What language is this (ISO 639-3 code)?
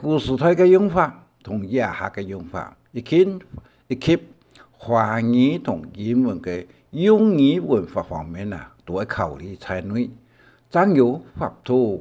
hak